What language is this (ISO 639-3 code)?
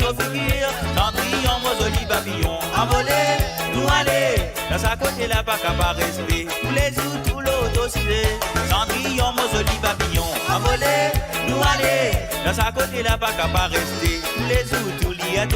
mfe